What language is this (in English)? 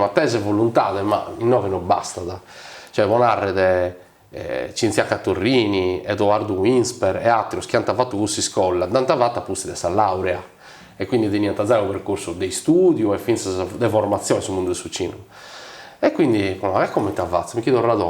Sardinian